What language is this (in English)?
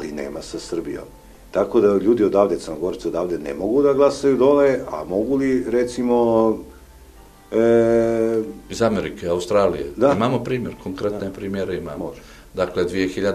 Serbian